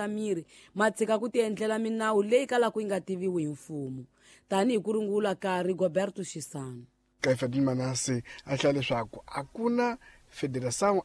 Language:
Tsonga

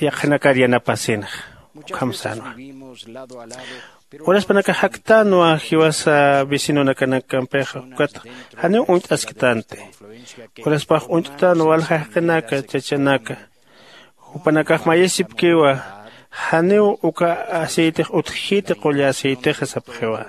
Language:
Aymara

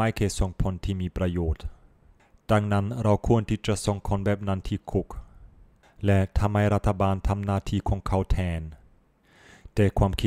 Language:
Thai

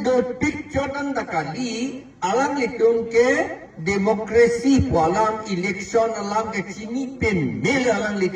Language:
Karbi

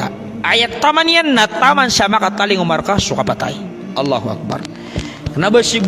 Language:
Maranao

